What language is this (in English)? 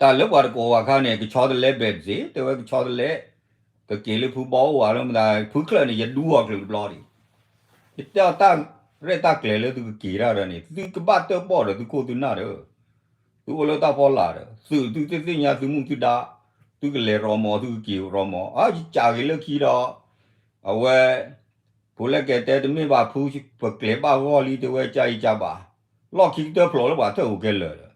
S'gaw Karen